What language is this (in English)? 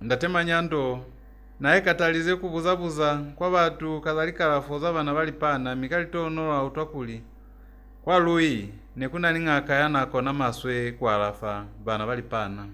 Lozi